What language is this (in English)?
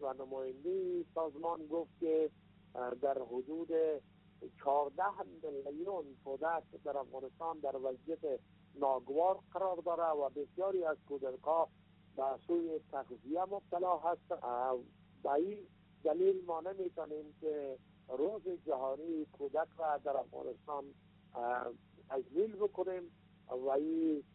Persian